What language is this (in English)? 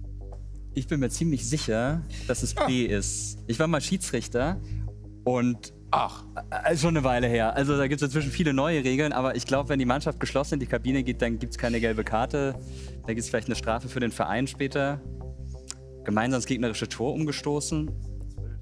German